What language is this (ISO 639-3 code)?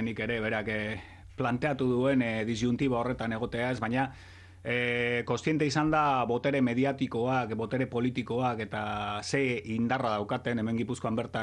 eus